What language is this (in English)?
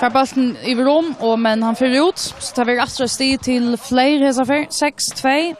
Faroese